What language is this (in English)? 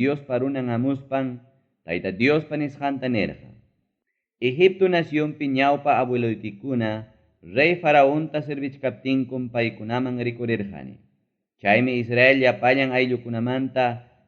Ayacucho Quechua